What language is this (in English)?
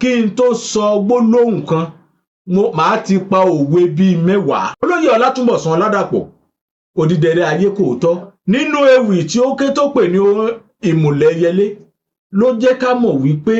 Yoruba